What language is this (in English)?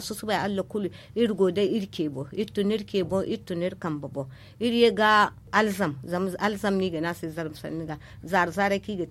Zarma